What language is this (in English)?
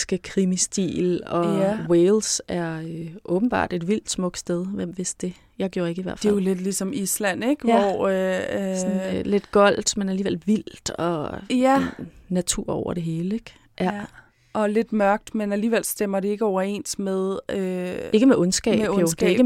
Danish